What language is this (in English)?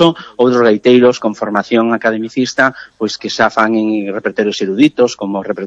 Galician